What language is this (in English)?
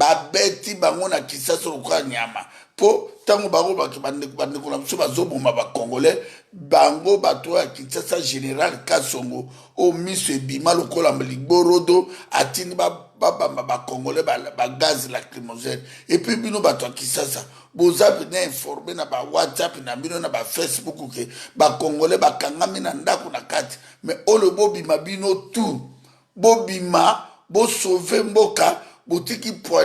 Lingala